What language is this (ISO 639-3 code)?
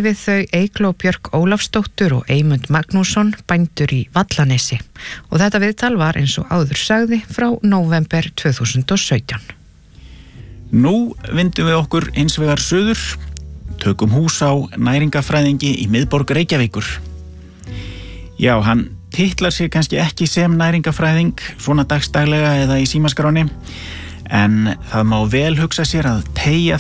isl